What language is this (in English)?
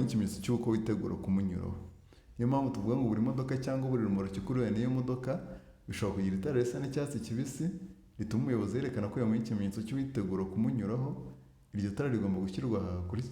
Kinyarwanda